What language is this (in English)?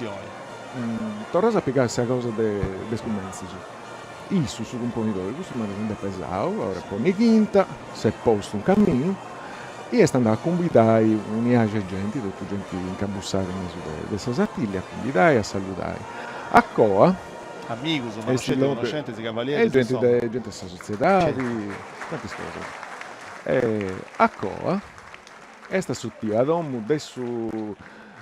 Sardinian